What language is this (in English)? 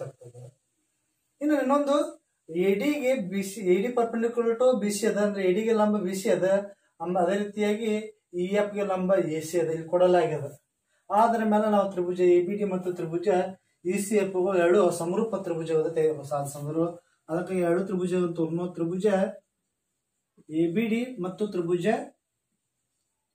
Kannada